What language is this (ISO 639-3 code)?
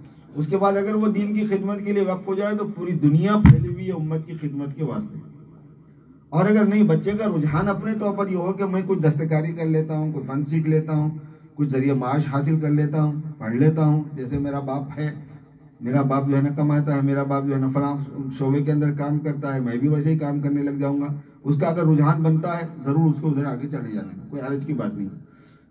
urd